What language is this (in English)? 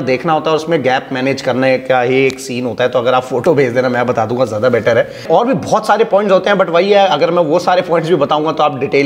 Hindi